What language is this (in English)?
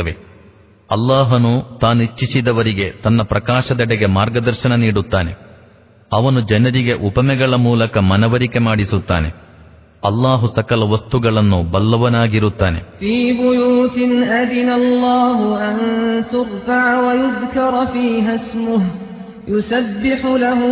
Kannada